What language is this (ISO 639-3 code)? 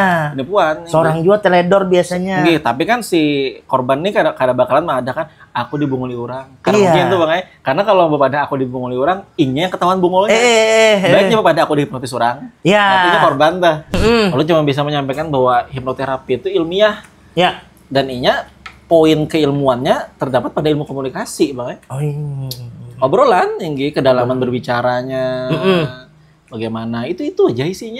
bjn